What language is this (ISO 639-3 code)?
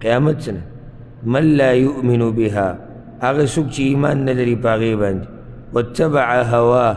pus